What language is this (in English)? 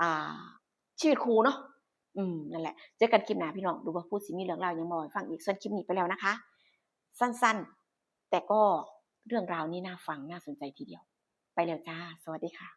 Northeastern Thai